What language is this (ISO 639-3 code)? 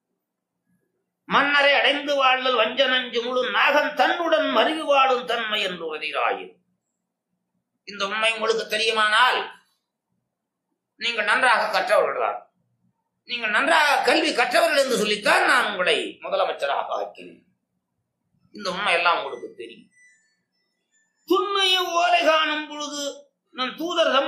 tam